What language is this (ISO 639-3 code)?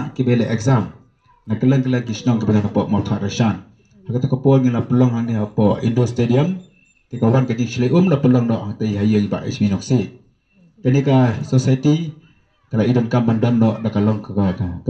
kha